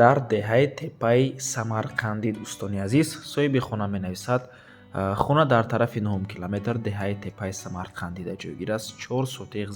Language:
Tajik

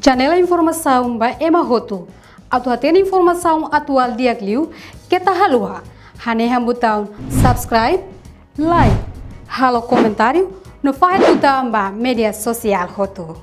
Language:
Tetum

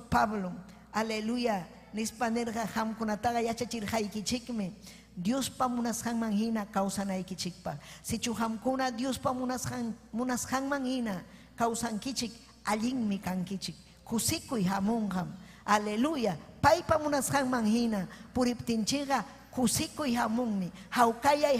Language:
Ayacucho Quechua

